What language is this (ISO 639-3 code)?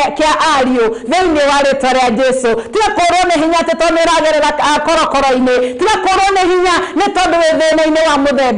kik